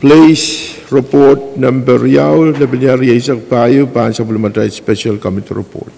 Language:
Pohnpeian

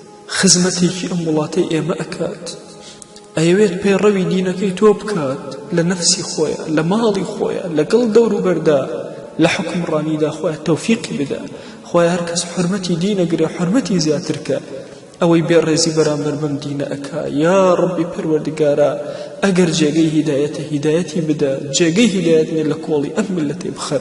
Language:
Central Kurdish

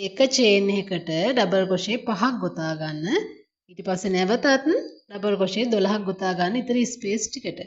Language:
Sinhala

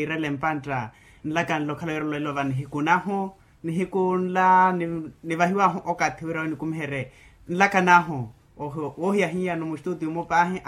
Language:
Makhuwa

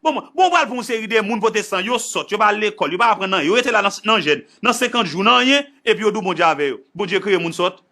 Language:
Haitian Creole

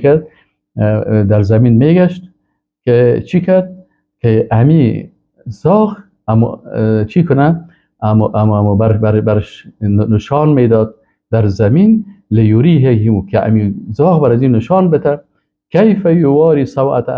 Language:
Persian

